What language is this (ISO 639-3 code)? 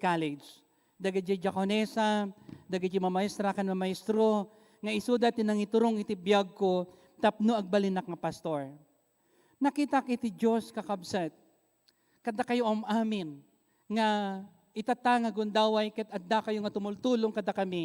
ilo